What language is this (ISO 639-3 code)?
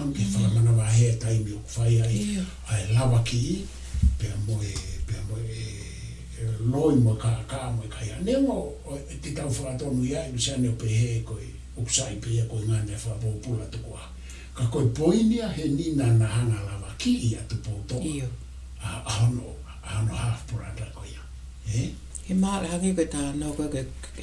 ton